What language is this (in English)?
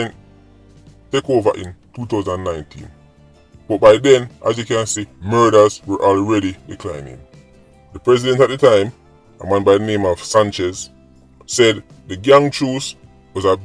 Jamaican Creole English